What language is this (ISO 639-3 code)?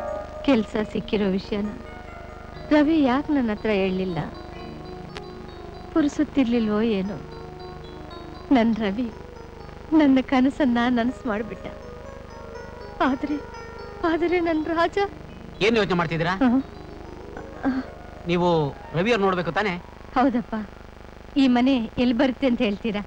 kan